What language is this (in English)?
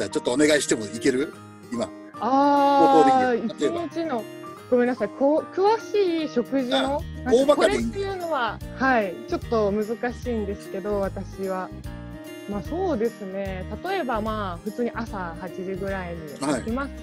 Japanese